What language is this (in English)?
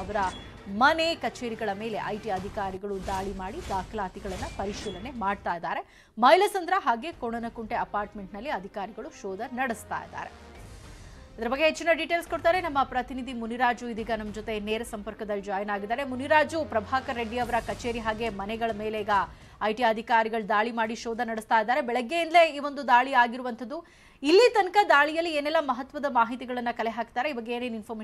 Kannada